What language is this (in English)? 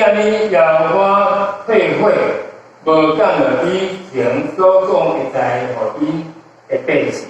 Min Nan Chinese